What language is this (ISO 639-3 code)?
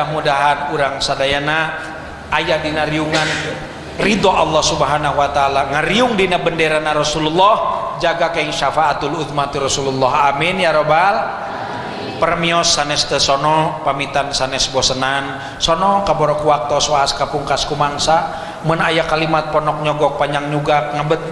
sun